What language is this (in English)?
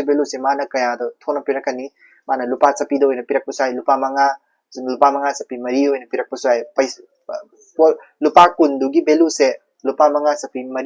Manipuri